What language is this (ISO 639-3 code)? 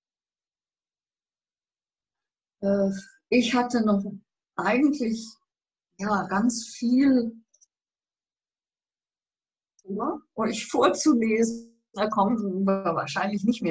deu